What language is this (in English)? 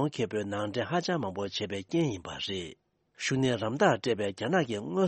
Tibetan